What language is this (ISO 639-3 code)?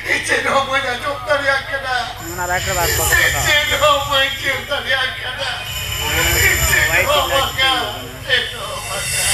sat